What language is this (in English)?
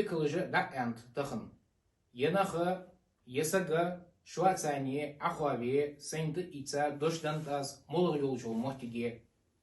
Ingush